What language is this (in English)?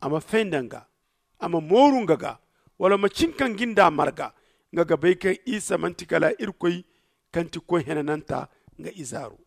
Zarma